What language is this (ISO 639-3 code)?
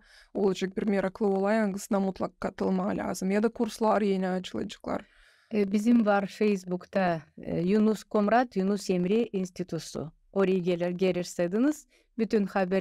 gag